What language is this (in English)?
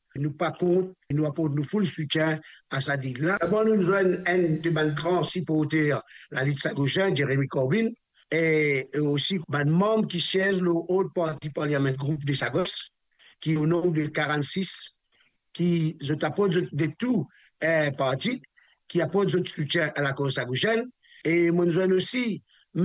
Morisyen